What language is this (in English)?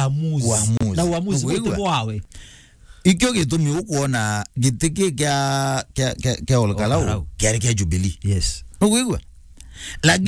Meru